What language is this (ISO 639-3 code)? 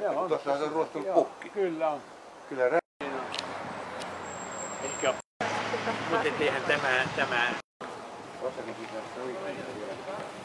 fin